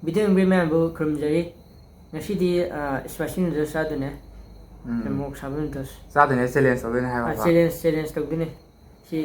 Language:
Manipuri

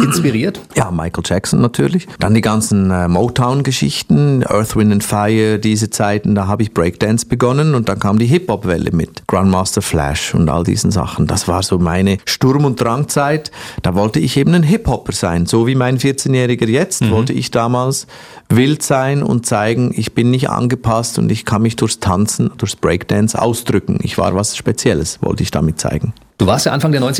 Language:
German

